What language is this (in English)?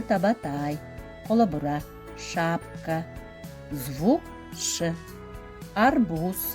Yakut